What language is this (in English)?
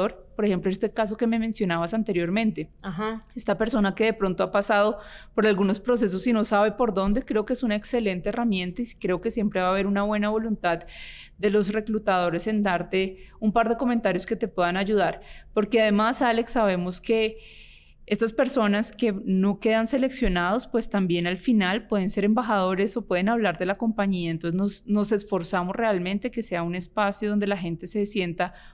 Spanish